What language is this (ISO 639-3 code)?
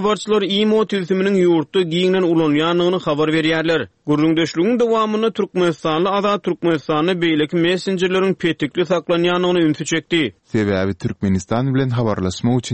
tuk